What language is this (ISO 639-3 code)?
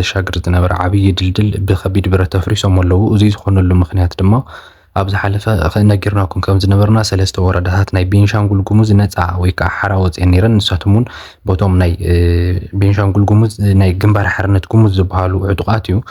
tir